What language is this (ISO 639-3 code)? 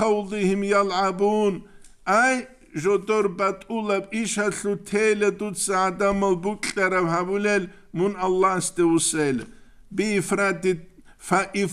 ava